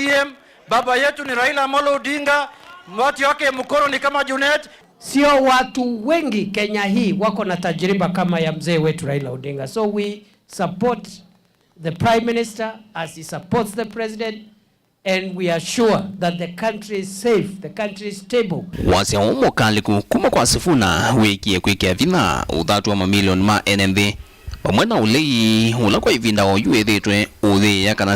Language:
Kamba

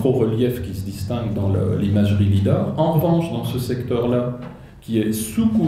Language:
French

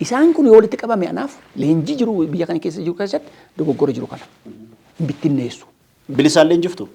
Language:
Oromo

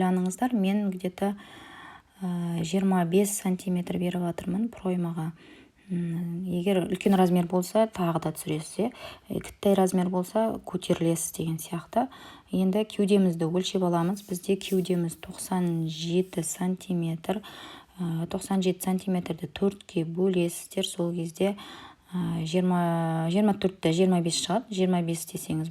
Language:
Kazakh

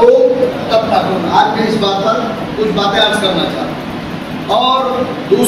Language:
Urdu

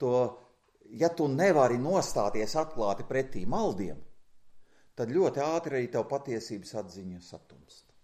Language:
Latvian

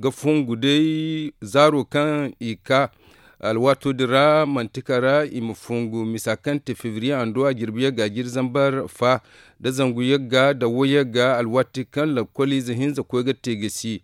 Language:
Zarma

